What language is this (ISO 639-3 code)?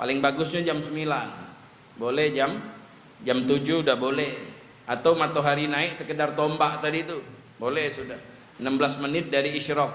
mui